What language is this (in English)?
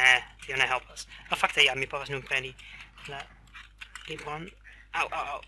Esperanto